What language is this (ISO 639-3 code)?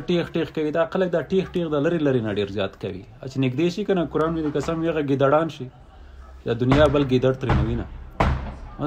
pus